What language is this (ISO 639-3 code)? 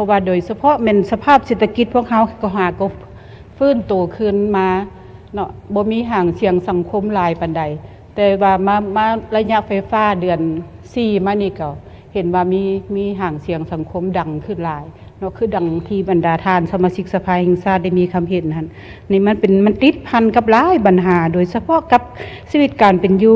lao